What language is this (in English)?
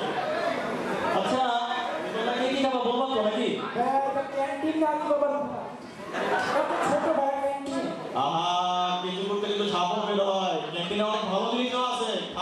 Bangla